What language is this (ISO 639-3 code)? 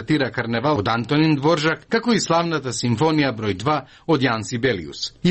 mkd